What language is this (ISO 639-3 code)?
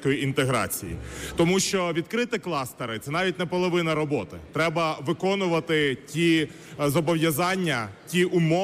ukr